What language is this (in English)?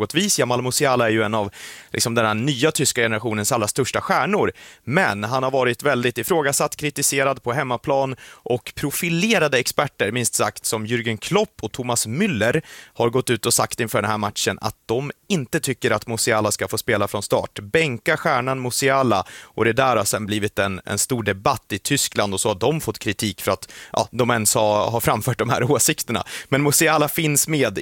Swedish